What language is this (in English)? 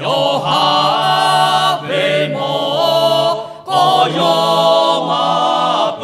Lahu